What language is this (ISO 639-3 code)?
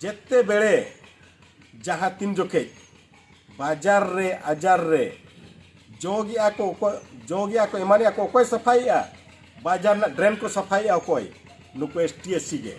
sat